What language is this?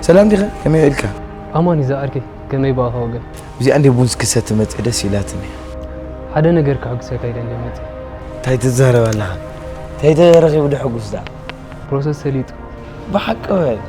Tigrinya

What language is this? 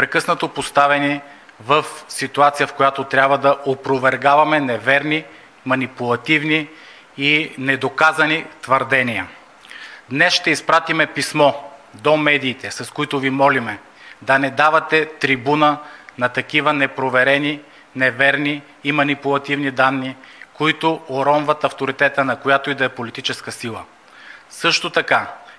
Bulgarian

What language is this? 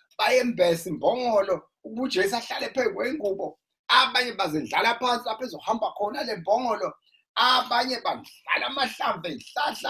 Zulu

